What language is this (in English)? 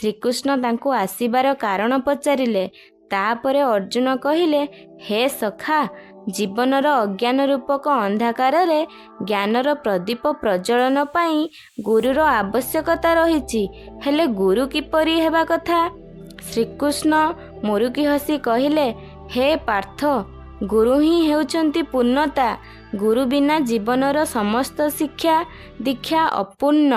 Odia